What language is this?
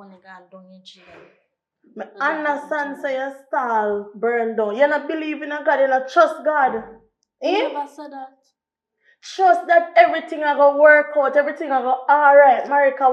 Jamaican Creole English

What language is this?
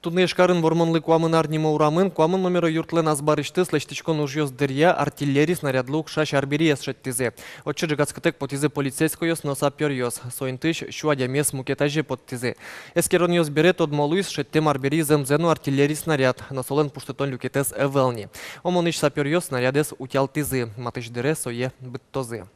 Udmurt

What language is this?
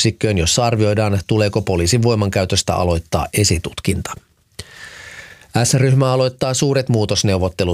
Finnish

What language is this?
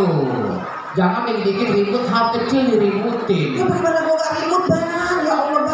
Betawi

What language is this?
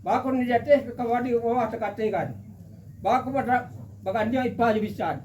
Minangkabau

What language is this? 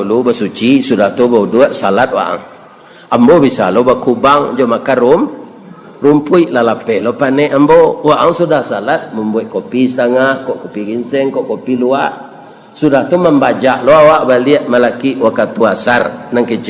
Minangkabau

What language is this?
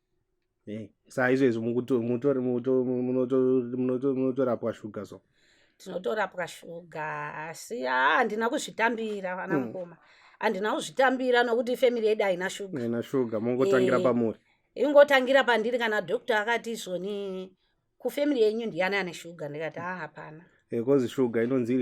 Shona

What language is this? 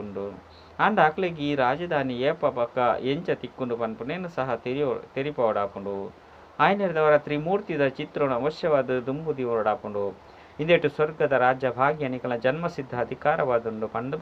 Tulu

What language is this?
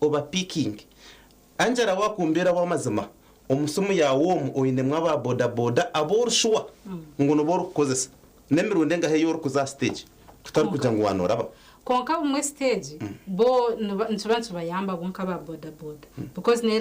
Nyankole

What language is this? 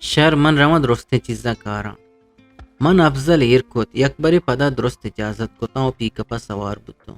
Eastern Balochi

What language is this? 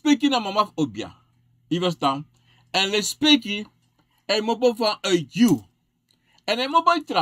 Sranan Tongo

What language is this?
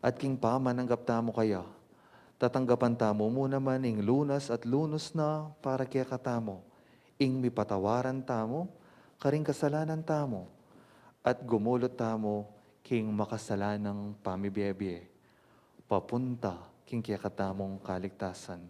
Pampanga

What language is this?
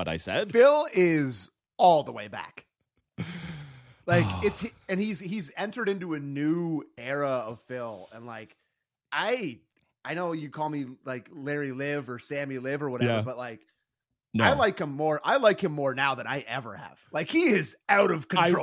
English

